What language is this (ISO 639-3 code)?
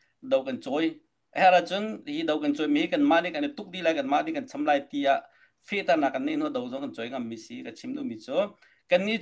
cnh